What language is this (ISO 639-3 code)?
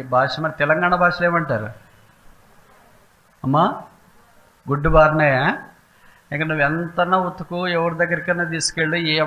tel